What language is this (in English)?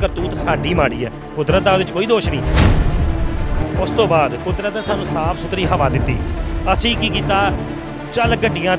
Punjabi